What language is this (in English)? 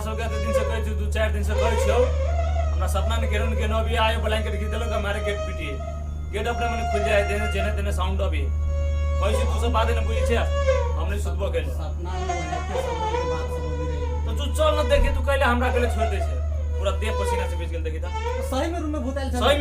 Maithili